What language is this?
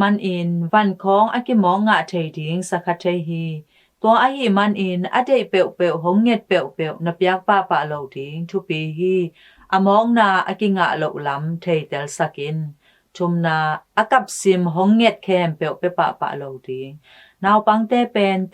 Tedim Chin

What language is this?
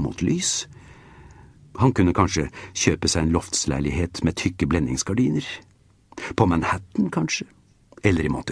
Norwegian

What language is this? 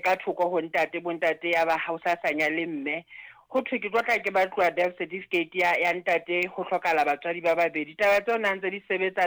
Southern Sotho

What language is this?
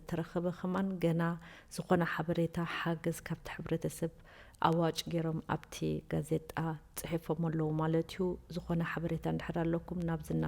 Tigrinya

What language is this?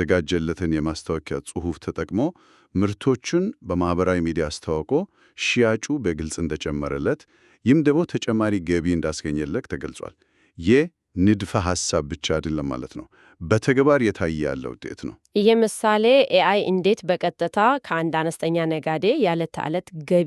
Amharic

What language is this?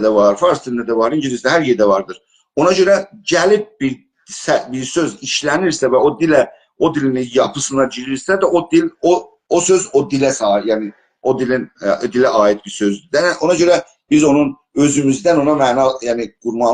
South Azerbaijani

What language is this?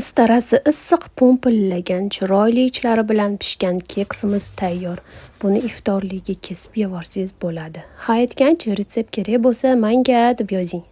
Uzbek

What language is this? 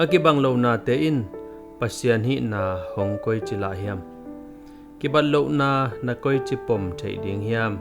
Tedim Chin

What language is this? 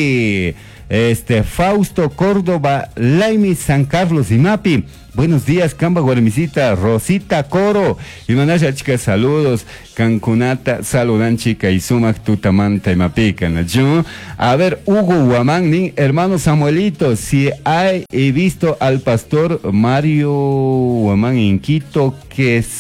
Chimborazo Highland Quichua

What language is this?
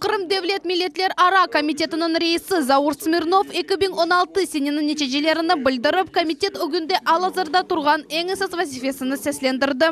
Crimean Tatar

